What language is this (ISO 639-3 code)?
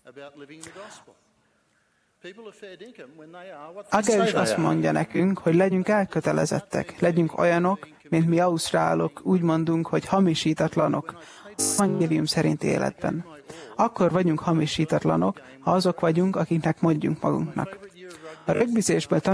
hun